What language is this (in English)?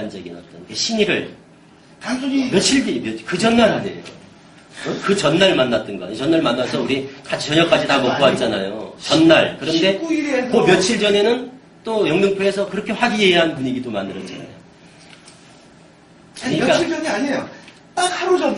Korean